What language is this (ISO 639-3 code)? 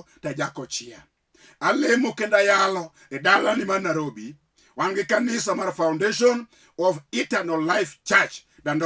luo